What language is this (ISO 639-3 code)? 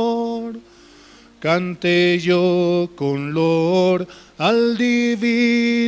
aym